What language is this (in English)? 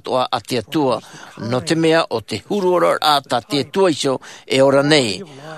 Tahitian